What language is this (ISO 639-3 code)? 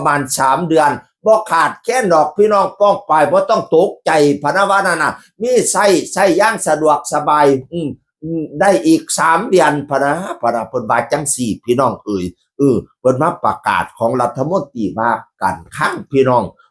tts